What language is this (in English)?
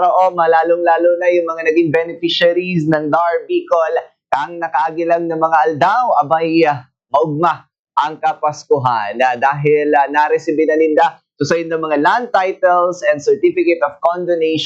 Bikol